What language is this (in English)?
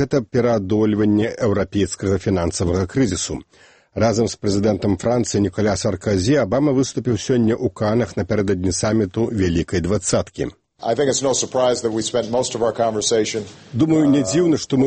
Belarusian